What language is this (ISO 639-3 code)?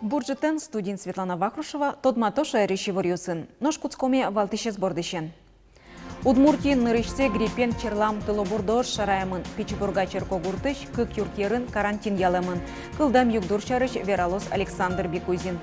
udm